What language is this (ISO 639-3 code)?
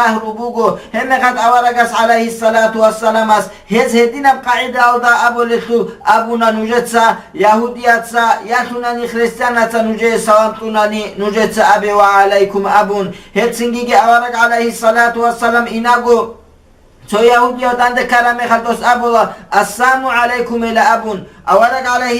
ava